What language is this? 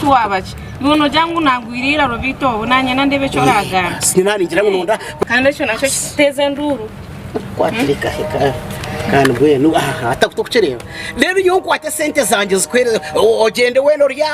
Nyankole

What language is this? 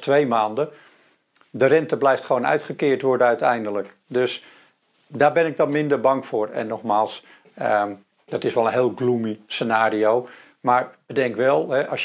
Dutch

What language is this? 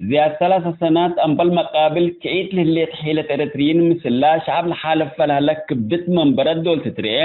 Tigre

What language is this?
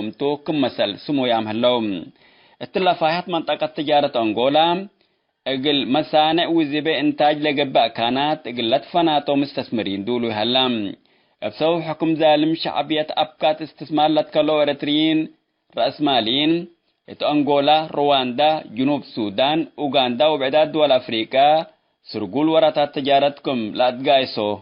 Tigre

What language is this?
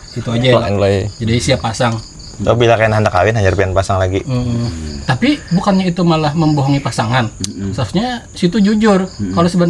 Banjar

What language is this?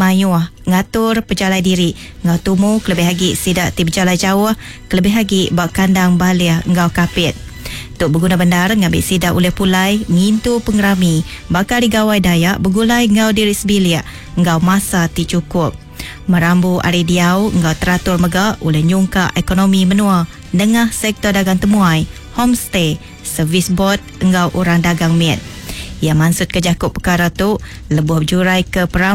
Iban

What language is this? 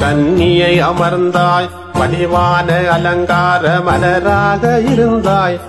Tamil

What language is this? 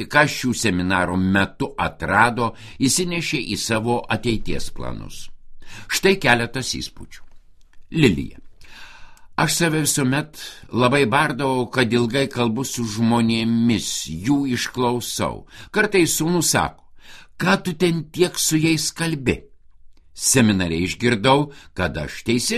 Lithuanian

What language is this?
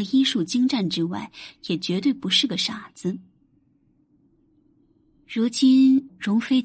Chinese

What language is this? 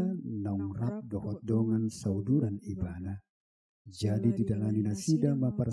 Batak Toba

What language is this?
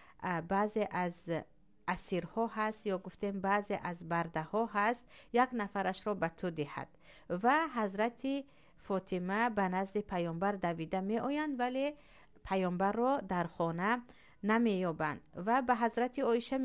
Tajik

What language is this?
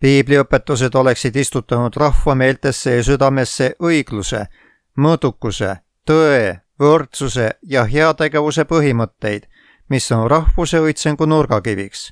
Estonian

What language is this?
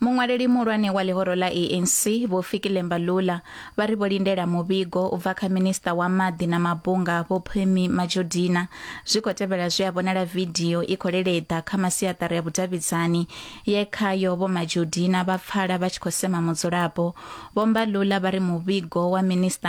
Venda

